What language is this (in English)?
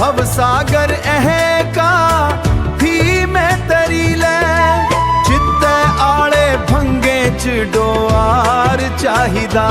Dogri